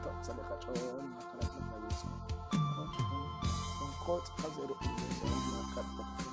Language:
Kekchí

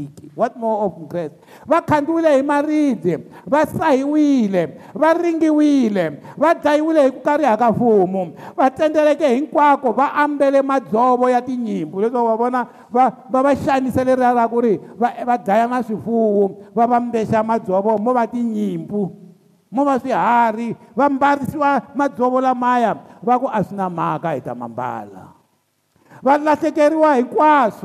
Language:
Tsonga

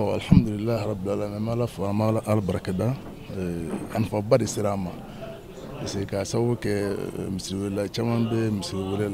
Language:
Bambara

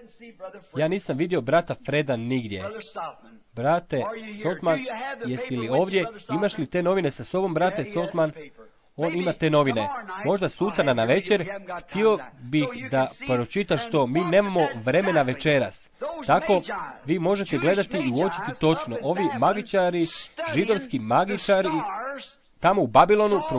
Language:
Croatian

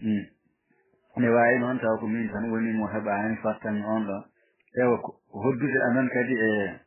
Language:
Fula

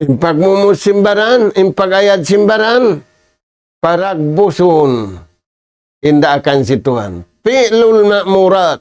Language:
Tausug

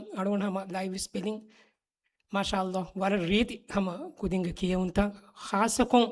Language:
Divehi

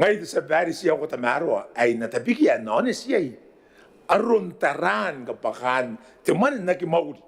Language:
Gilbertese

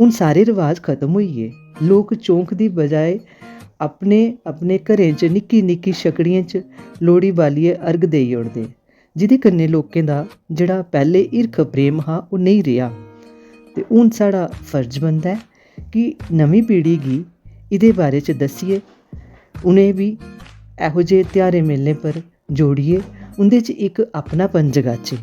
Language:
Dogri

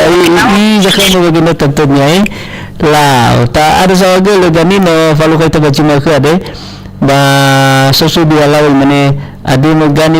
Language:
Nias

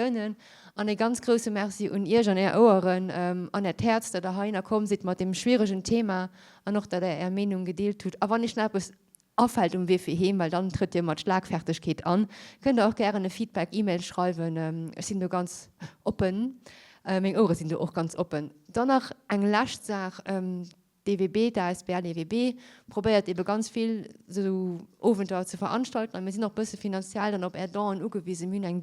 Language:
Luxembourgish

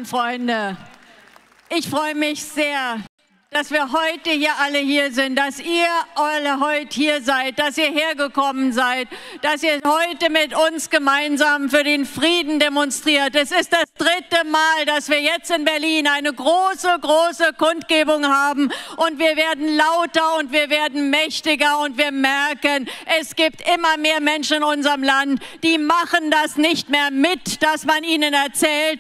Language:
German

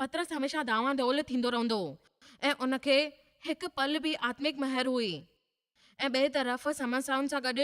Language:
Sindhi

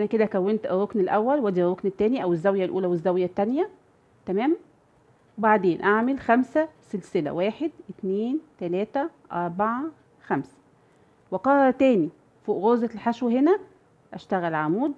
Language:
Egyptian Arabic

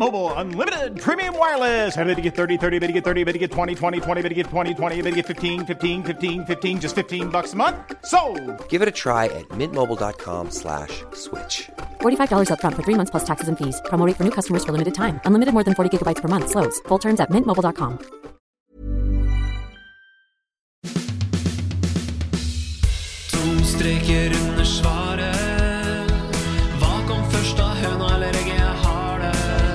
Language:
Norwegian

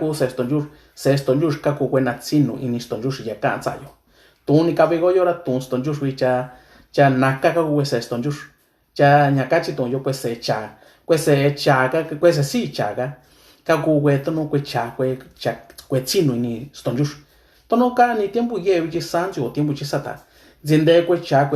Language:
Mixtepec Mixtec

